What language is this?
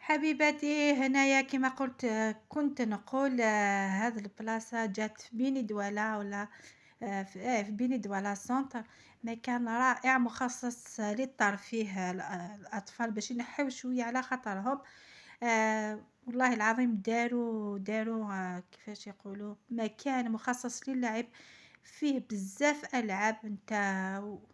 Algerian Arabic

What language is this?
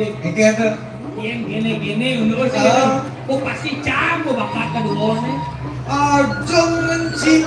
Balinese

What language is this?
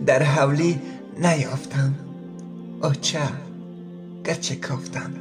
Tajik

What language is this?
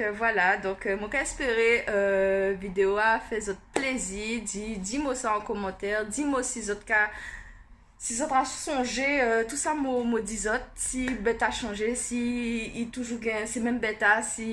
Guianese Creole French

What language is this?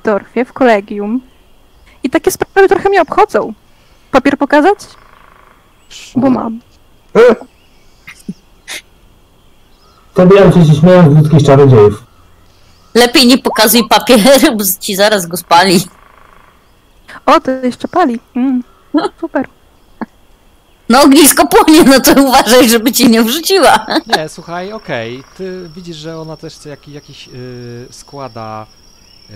Polish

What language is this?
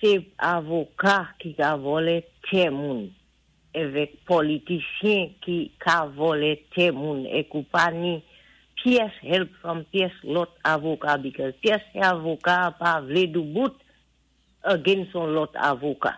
Saint Lucian Creole French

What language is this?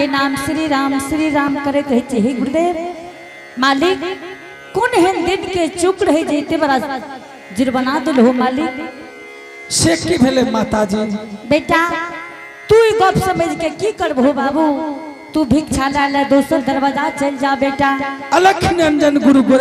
Angika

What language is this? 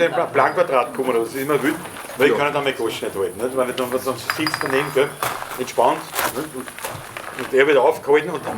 Bavarian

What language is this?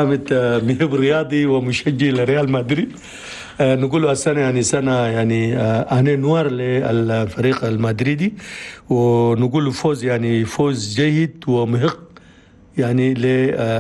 Chadian Arabic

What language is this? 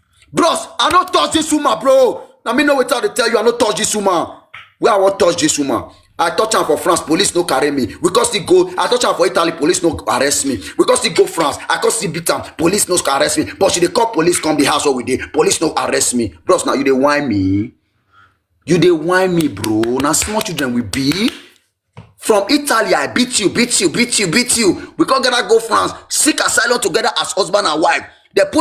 Nigerian Pidgin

